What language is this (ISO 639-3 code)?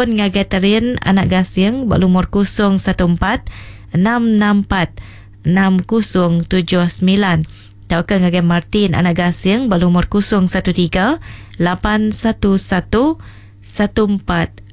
iba